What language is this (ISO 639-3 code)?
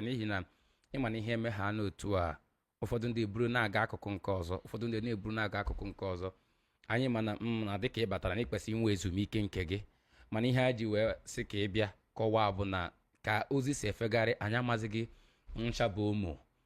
ibo